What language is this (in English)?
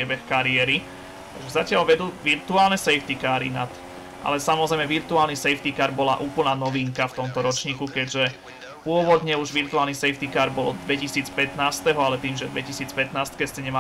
Slovak